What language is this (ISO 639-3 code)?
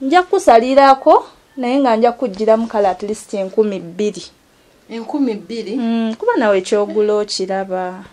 lug